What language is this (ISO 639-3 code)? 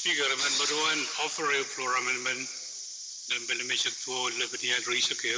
pon